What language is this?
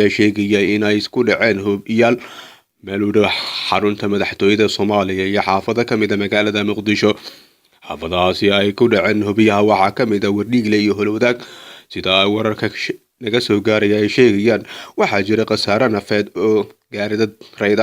Somali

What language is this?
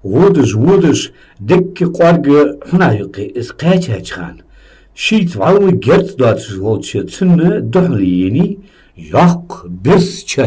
Ingush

